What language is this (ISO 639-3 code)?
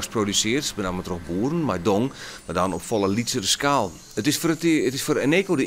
fry